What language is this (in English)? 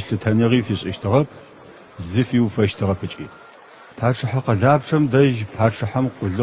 Adyghe